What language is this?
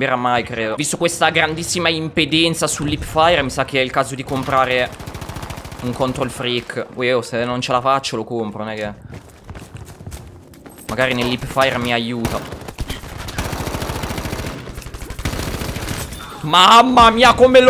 Italian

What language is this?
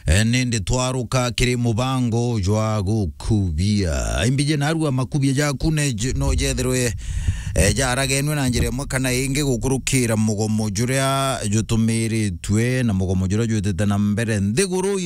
Meru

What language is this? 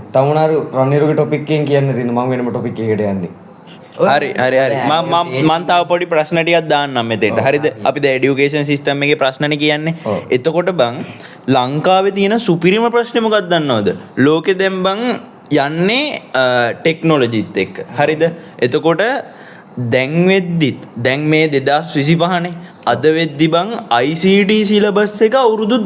Sinhala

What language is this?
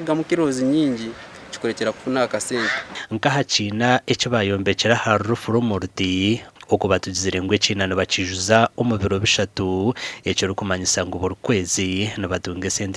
Nyankole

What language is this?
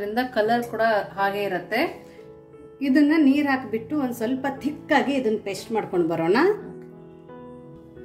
Kannada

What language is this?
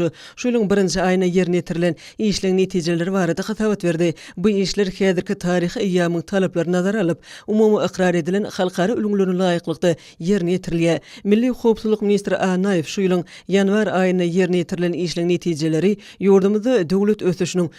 Turkmen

